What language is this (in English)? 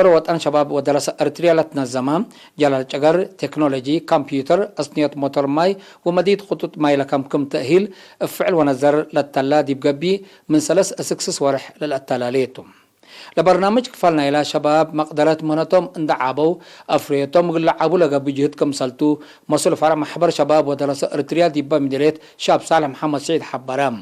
Tigre